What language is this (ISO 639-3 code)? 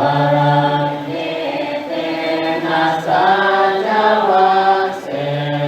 pli